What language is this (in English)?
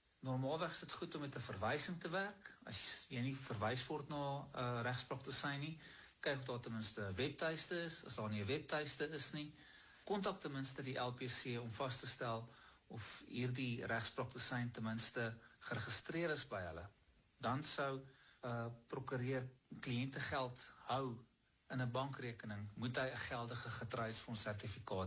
Afrikaans